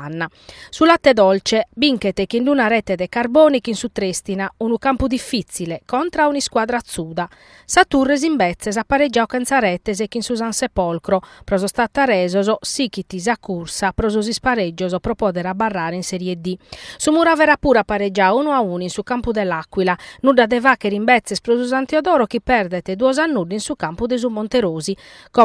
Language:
Sardinian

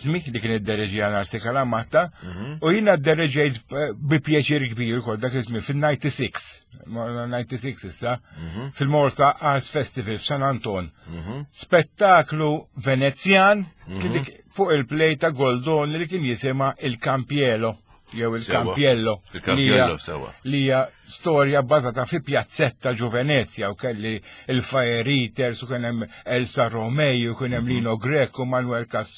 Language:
Maltese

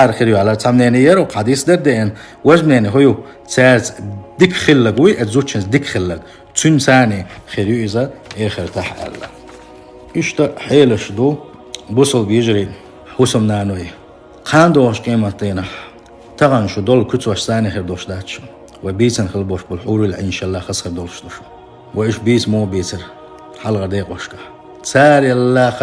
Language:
Chechen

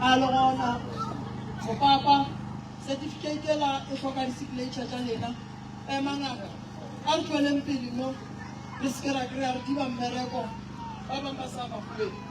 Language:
Northern Sotho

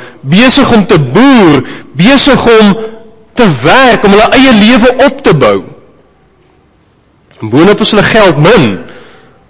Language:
Afrikaans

